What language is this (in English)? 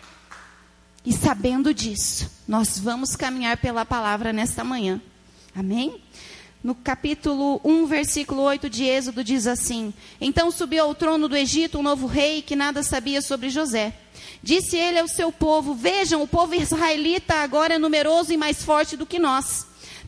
Portuguese